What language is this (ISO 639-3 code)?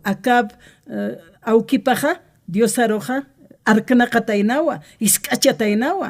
aym